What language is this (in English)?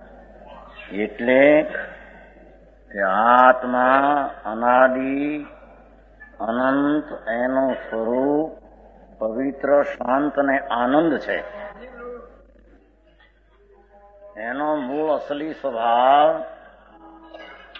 Gujarati